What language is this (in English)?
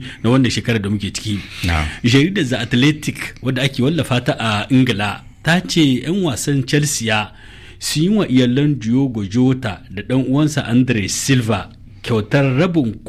Hausa